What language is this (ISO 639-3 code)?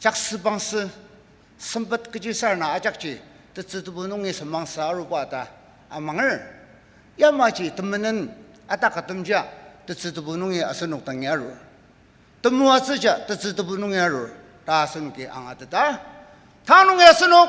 njo